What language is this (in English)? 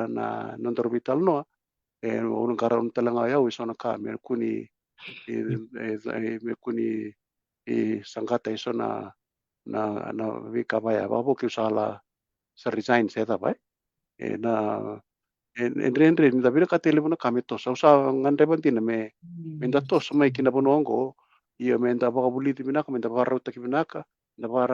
Fijian